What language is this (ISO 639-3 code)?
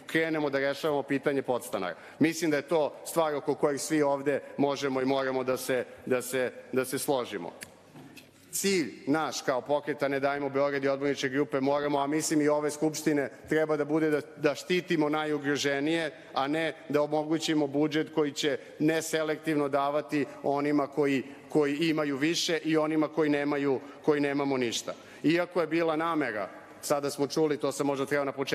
srp